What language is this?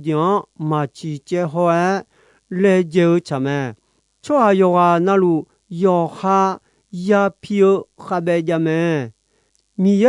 Akha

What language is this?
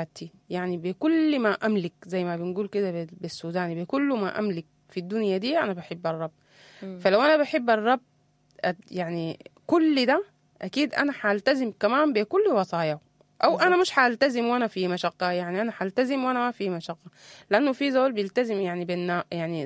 Sudanese Arabic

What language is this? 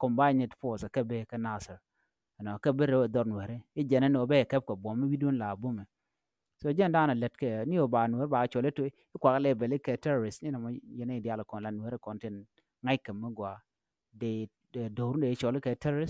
Nuer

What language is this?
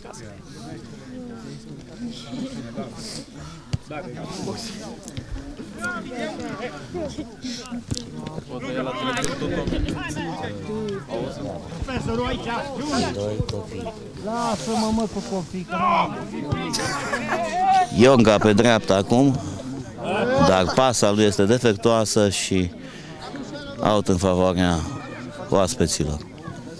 Romanian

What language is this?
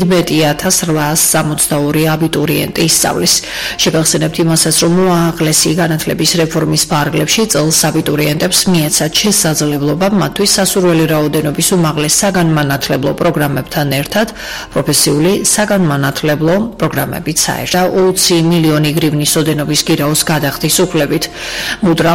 Georgian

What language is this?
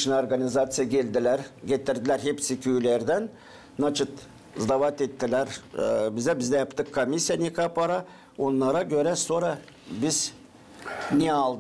Gagauz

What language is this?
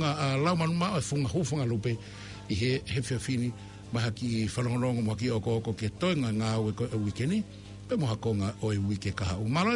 Tongan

